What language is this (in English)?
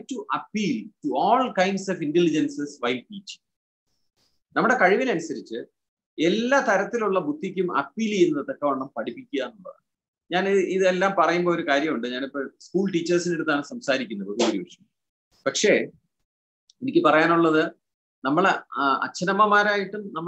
Malayalam